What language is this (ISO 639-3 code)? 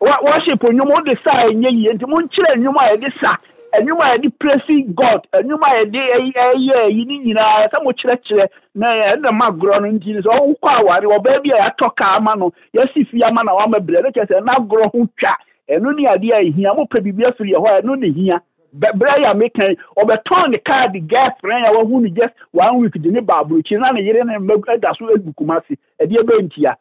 aka